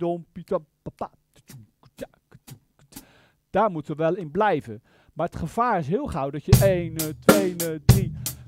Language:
Dutch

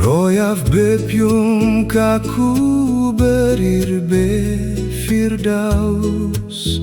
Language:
Biak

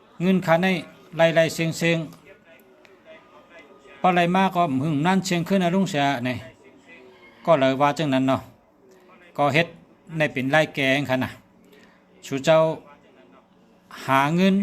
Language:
Shan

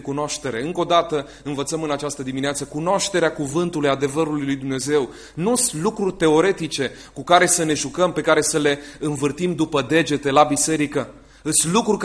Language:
Romanian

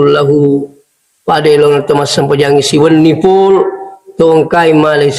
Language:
Buginese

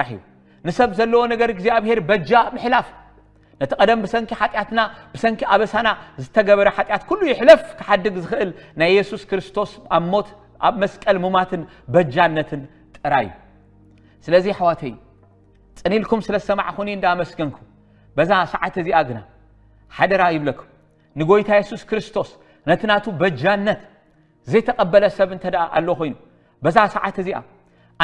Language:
Tigrinya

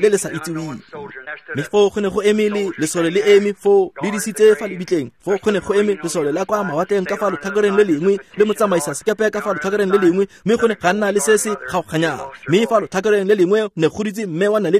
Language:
Tswana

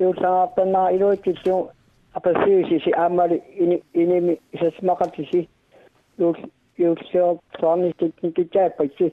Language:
Kalaallisut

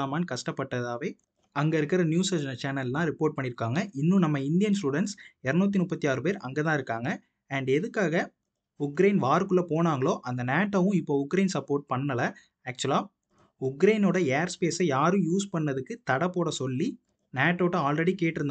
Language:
Tamil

